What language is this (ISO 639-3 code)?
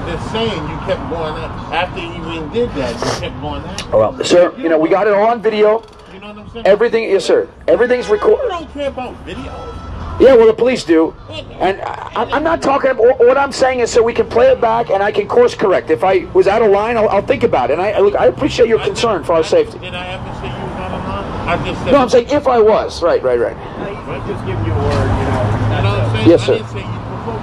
eng